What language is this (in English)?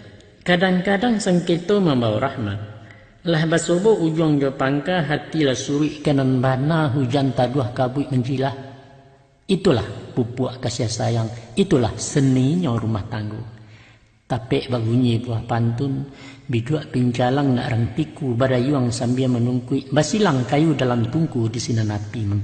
Minangkabau